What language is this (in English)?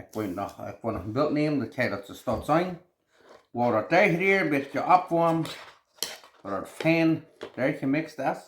Plautdietsch